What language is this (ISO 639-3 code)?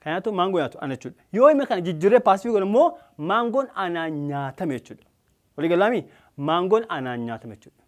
orm